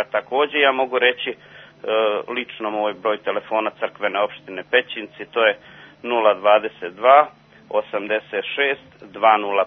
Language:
Serbian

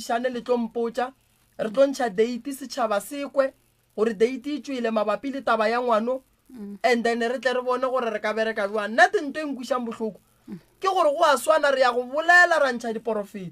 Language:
Northern Sotho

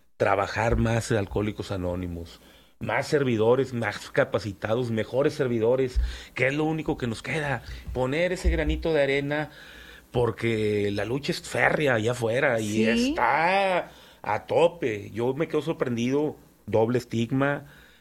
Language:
Spanish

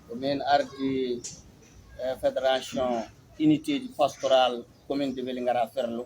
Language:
Fula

